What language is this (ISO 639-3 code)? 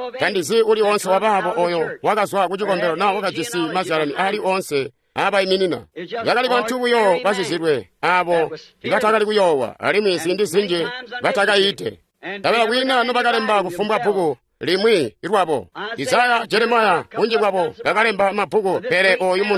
toi